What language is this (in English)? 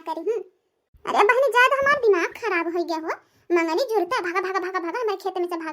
Bhojpuri